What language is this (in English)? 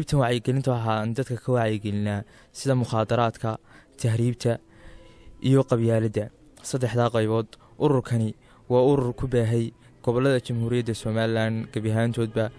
Somali